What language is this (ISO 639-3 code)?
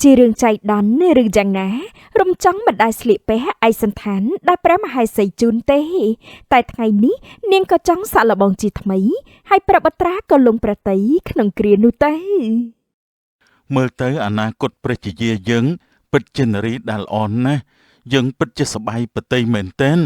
khm